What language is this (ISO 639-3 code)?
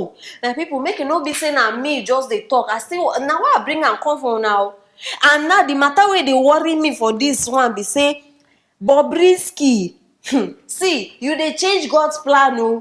pcm